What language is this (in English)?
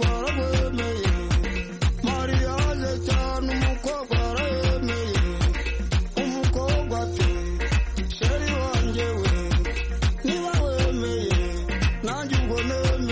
Kinyarwanda